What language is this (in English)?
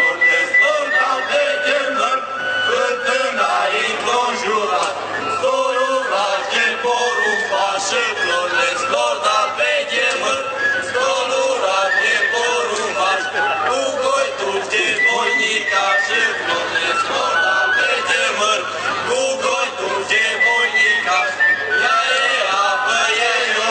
Romanian